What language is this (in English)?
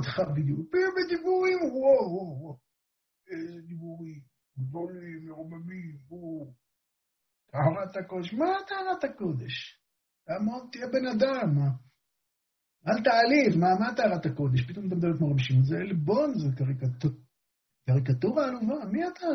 Hebrew